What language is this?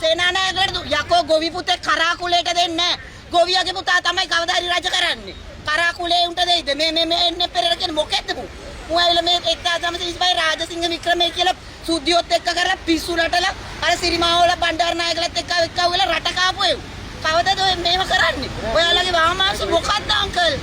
Sinhala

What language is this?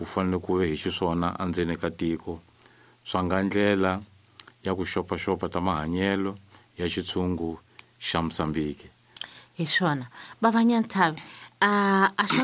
Tsonga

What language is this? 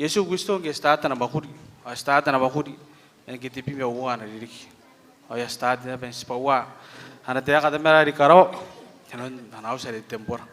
Gilbertese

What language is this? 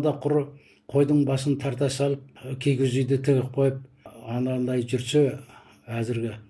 Kazakh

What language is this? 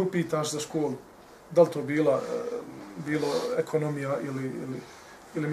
Bosnian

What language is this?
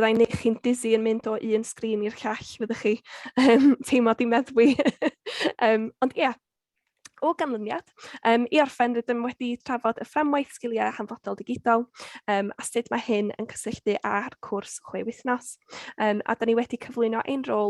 Welsh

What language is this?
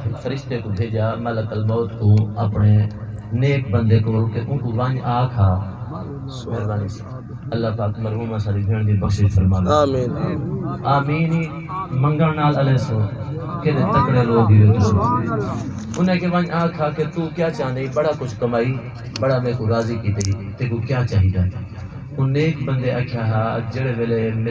Saraiki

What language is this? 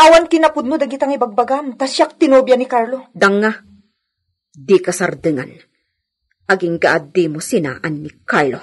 Iloko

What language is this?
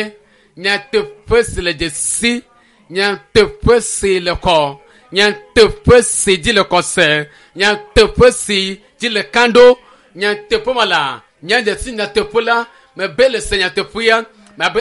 Ewe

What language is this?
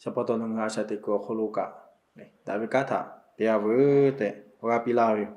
Lahu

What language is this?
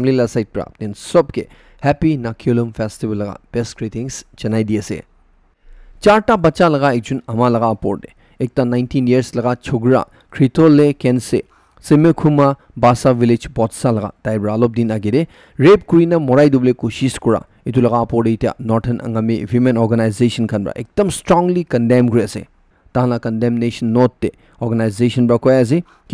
Naga Pidgin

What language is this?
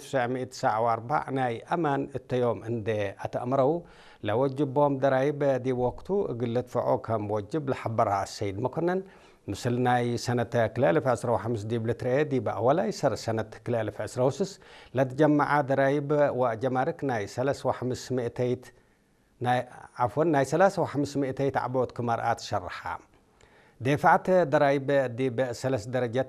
Tigrinya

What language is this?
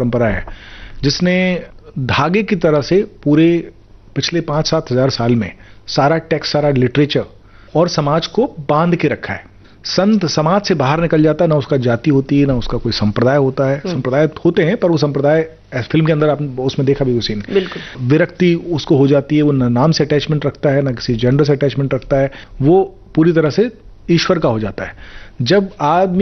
Hindi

